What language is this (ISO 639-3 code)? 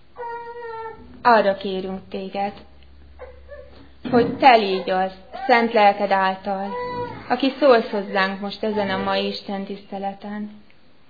hun